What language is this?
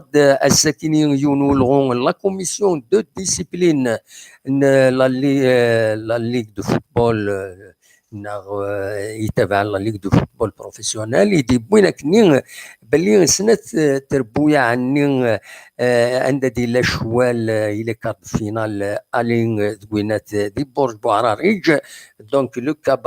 Kabyle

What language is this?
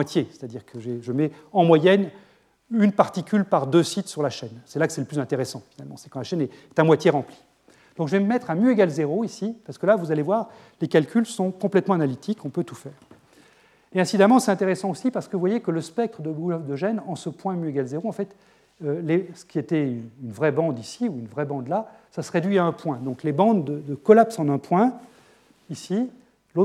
French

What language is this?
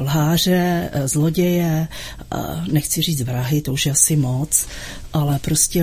Czech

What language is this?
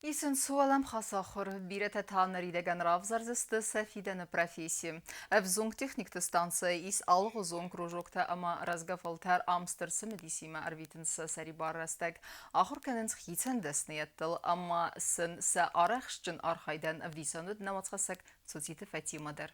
Ossetic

